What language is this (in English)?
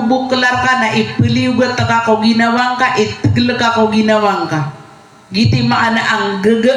Maranao